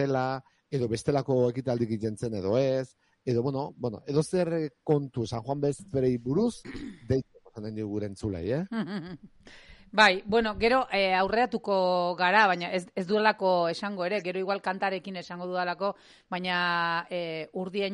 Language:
Basque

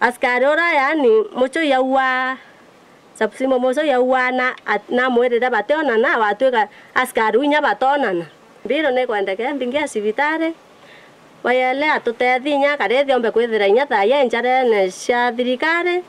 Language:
Meru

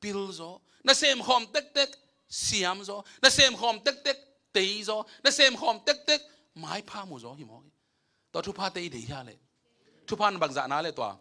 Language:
Tedim Chin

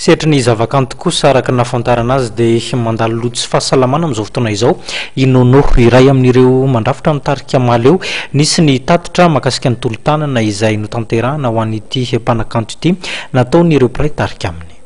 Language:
Malagasy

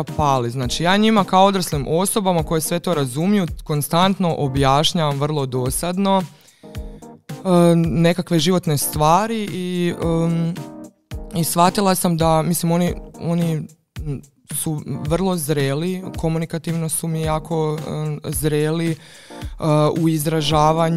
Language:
Croatian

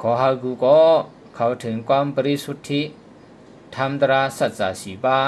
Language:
Shan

